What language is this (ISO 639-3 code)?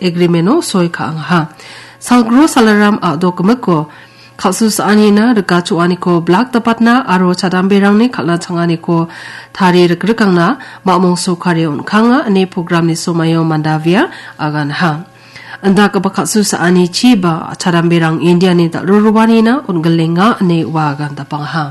grt